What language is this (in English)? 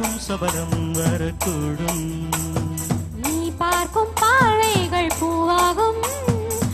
Tamil